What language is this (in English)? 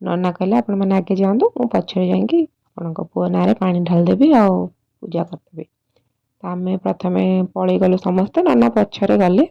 Odia